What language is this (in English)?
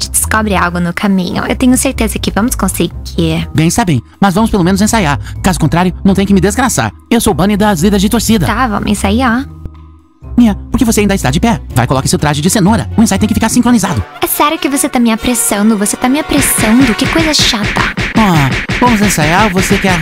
Portuguese